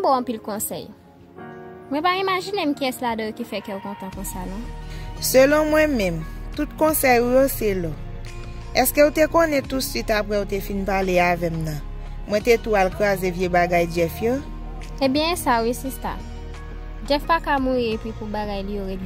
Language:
Haitian Creole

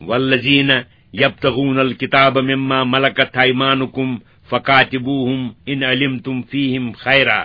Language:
Kashmiri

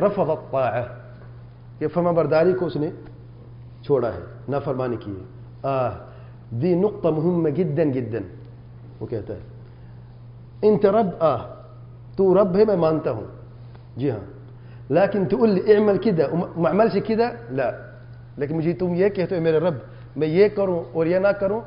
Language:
Urdu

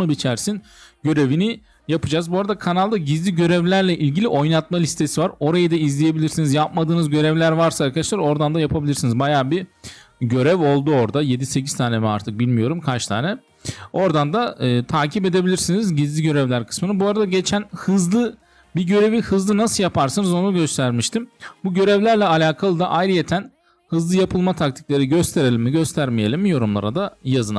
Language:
Turkish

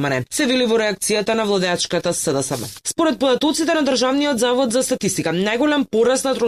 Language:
Macedonian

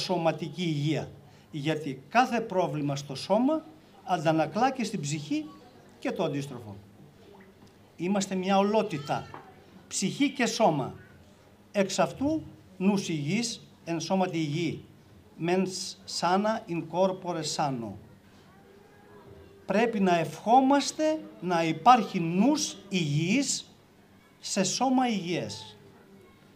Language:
Greek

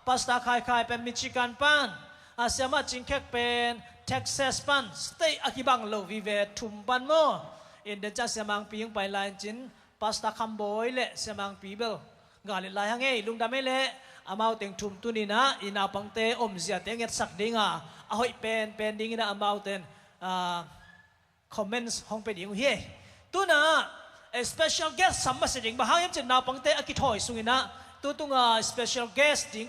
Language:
Tedim Chin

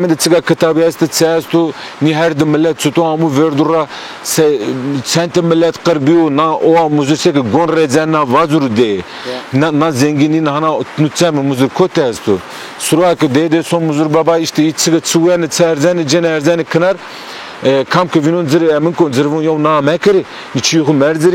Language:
Zaza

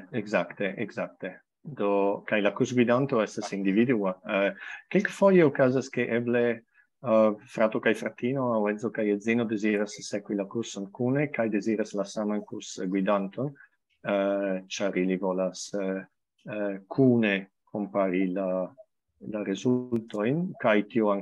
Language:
Esperanto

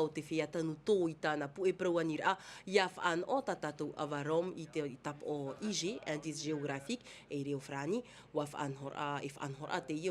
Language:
Tahitian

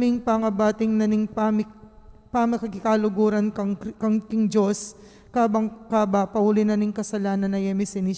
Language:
Pampanga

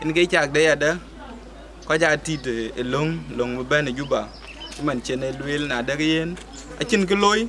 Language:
Dinka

